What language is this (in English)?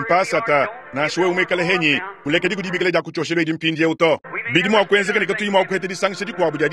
Luba-Lulua